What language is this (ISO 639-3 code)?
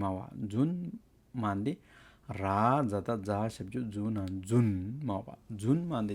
scp